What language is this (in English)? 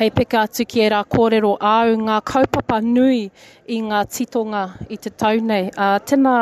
Māori